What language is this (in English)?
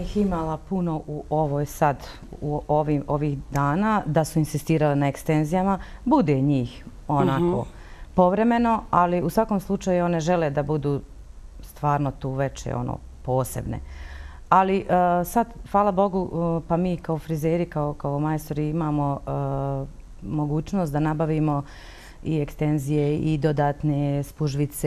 Bosnian